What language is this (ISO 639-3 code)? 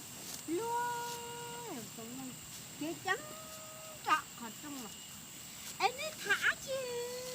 hmn